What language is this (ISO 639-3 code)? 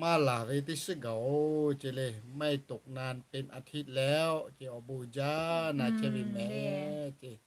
lhu